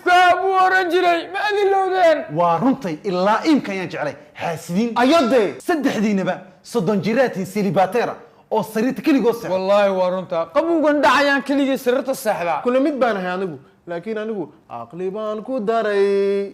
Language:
Somali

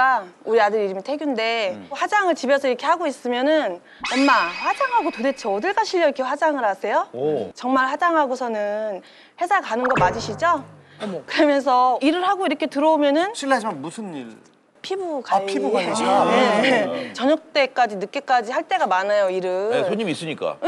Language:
Korean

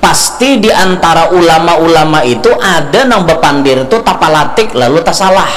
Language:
Banjar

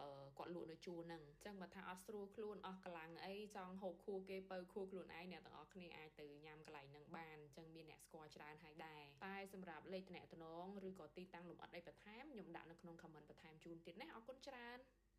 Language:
Khmer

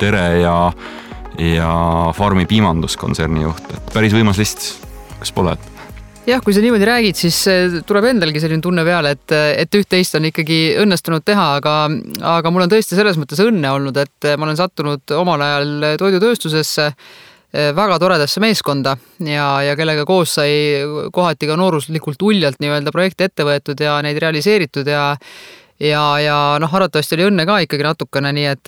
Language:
Estonian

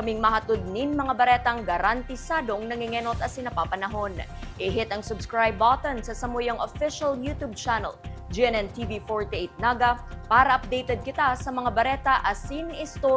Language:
Bikol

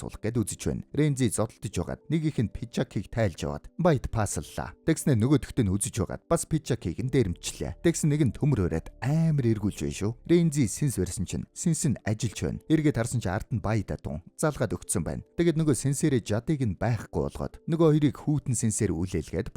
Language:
Mongolian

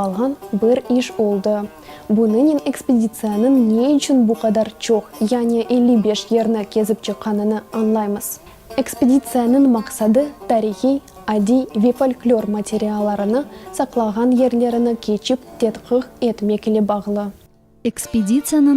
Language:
Crimean Tatar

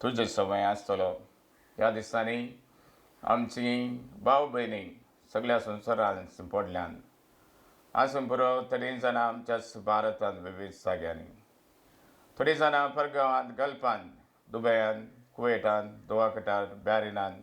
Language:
Konkani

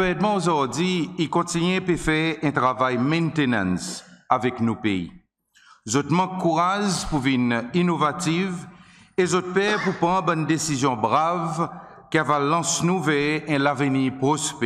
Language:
Seselwa Creole French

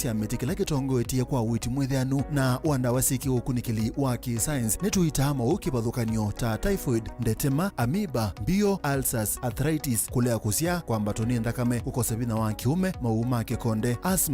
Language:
Kamba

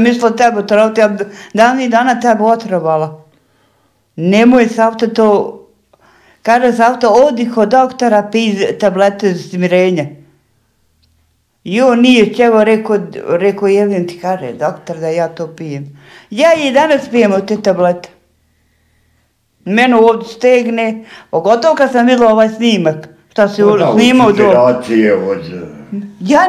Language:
Bosnian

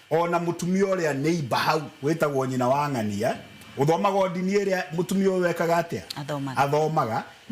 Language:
Kikuyu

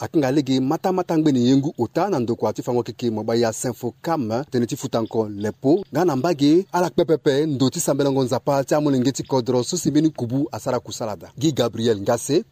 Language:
Sango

